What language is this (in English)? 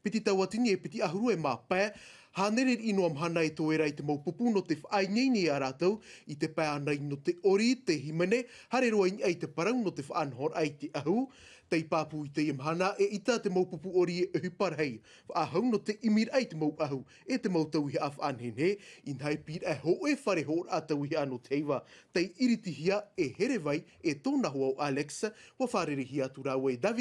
Tahitian